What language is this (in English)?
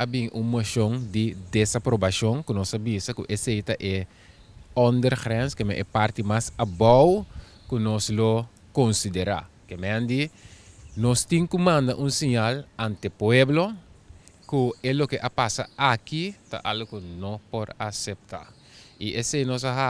Papiamento